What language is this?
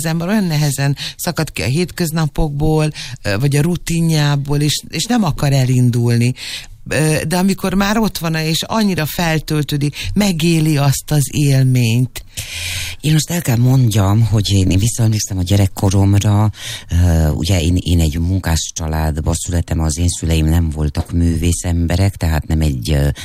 Hungarian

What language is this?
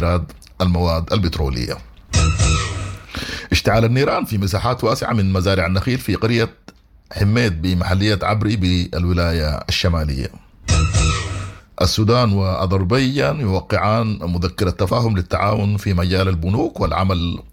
Sudanese Arabic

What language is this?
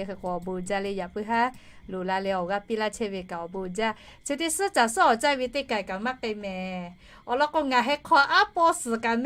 Lahu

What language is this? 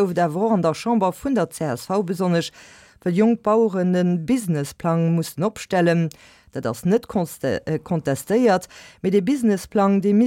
Luxembourgish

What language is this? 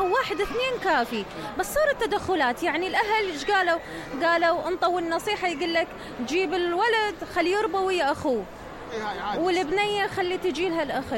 Mesopotamian Arabic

